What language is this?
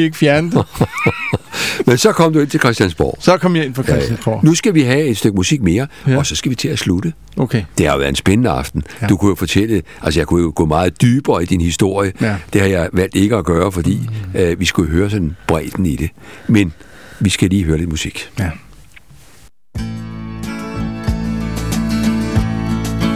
Danish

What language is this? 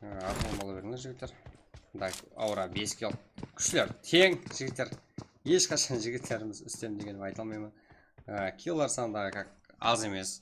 Kara-Kalpak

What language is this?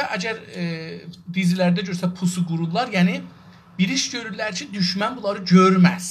South Azerbaijani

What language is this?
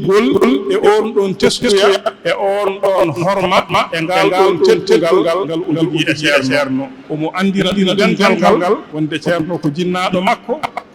Fula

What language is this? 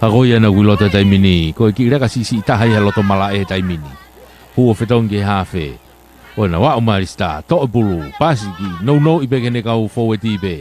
Tongan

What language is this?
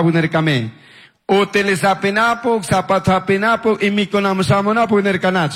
Chimborazo Highland Quichua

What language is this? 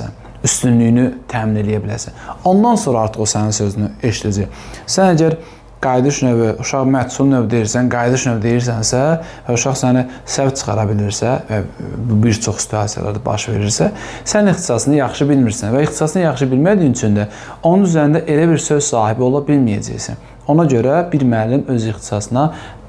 Azerbaijani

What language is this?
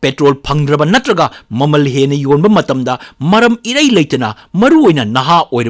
Manipuri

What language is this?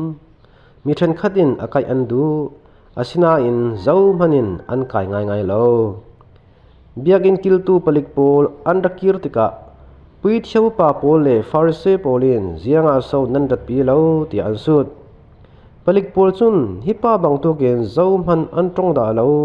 Falam Chin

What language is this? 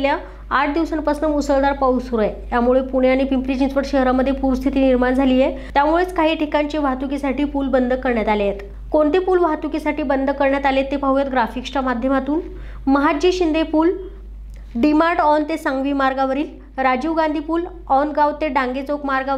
Marathi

